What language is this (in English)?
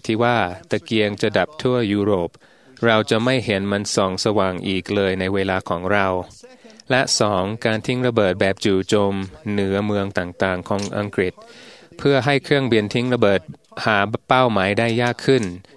Thai